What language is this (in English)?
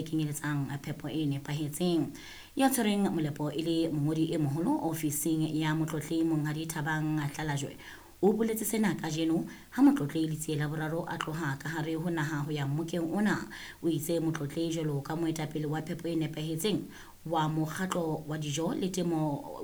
Southern Sotho